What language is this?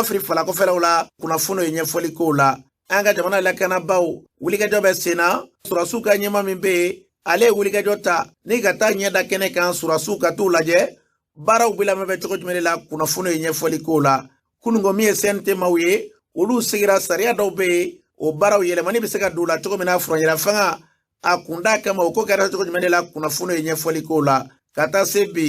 Bambara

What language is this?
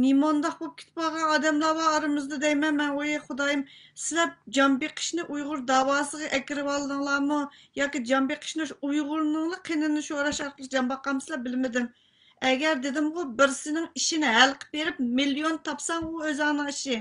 Uyghur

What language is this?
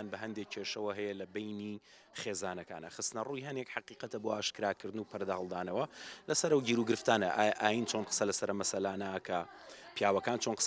Central Kurdish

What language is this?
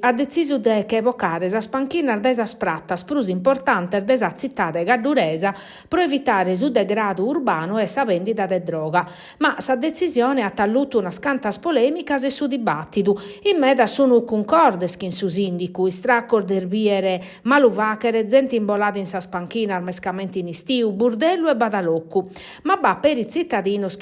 Sardinian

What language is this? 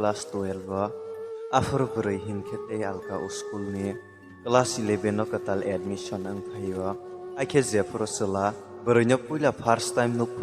Kok Borok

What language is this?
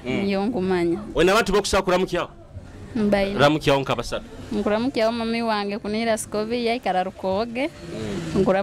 Nyoro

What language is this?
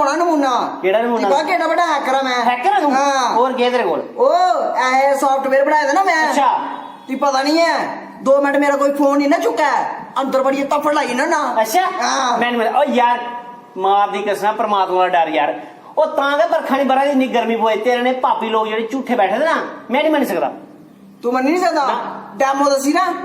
Dogri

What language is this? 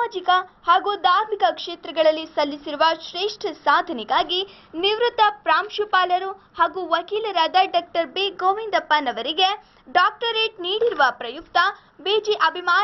Kannada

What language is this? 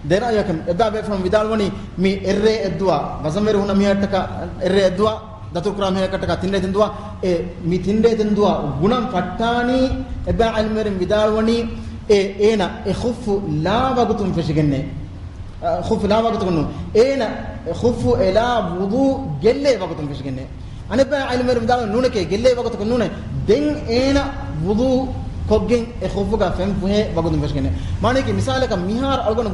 Divehi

